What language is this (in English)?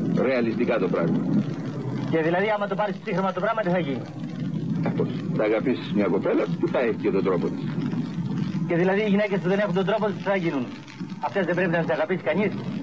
Greek